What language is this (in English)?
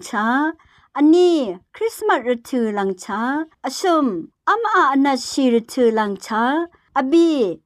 Rawang